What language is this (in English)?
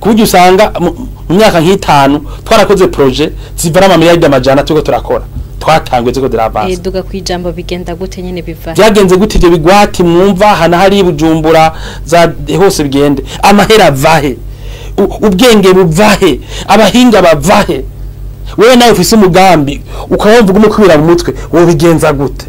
Rundi